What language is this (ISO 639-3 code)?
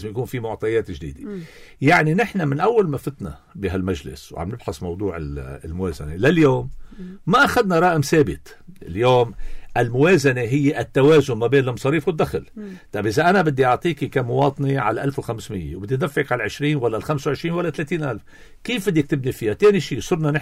apc